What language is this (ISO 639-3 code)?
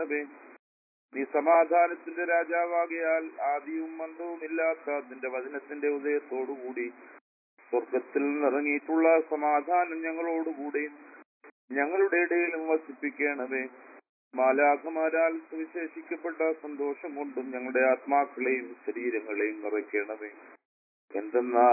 mal